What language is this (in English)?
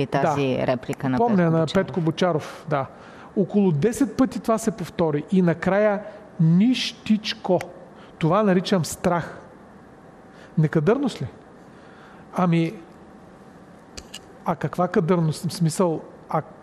Bulgarian